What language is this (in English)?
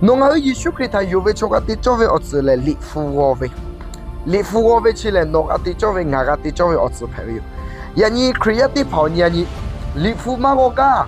Lahu